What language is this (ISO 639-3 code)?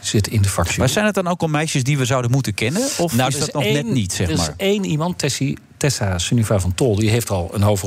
nld